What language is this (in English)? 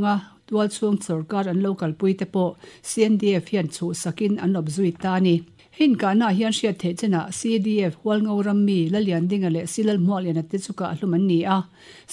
Mizo